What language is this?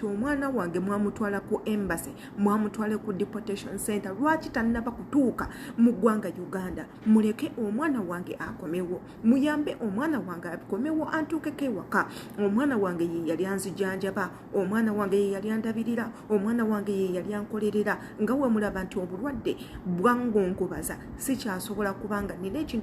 Ganda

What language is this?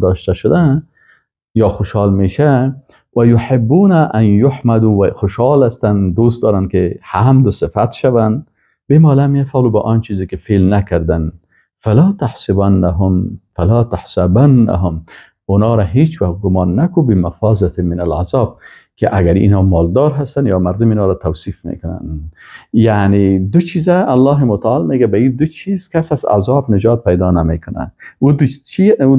Persian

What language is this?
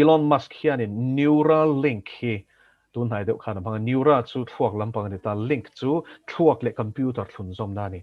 Mizo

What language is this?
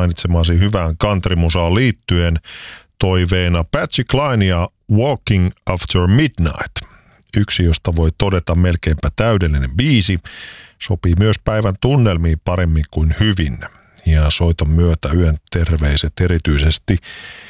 Finnish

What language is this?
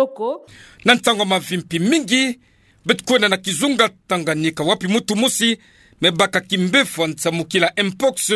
Kituba (Democratic Republic of Congo)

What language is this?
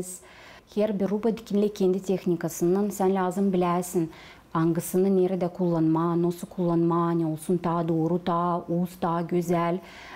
Gagauz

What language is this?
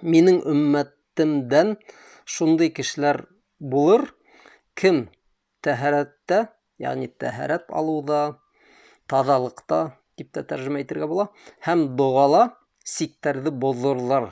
Bashkir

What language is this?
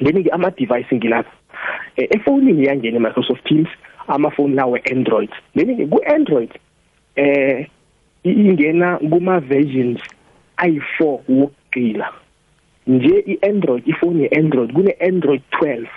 South Ndebele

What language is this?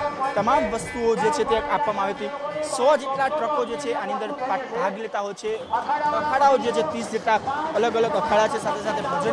Gujarati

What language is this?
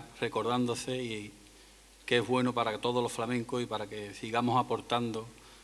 Spanish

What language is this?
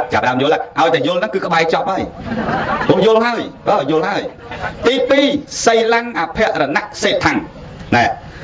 Khmer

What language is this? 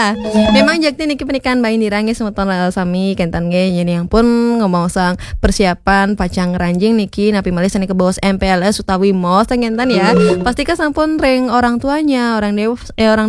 Balinese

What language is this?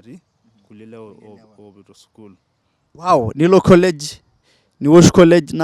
Masai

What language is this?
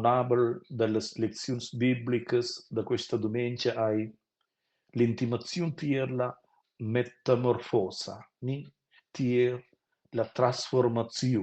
Romansh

